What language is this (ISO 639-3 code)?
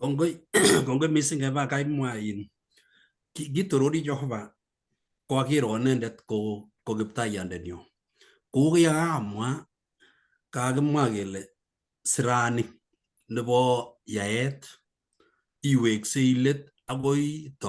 kln